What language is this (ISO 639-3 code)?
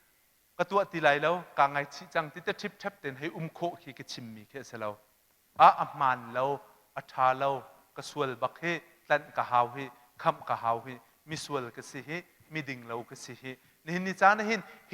cnh